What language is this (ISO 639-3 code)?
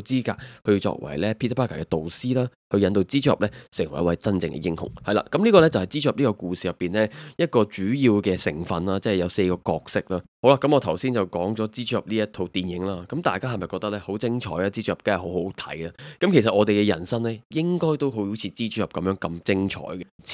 yue